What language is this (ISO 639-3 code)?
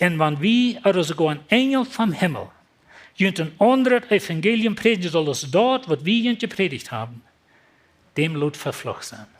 pdt